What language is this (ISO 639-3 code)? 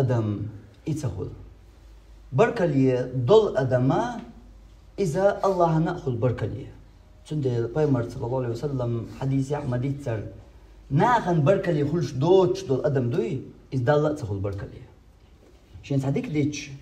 che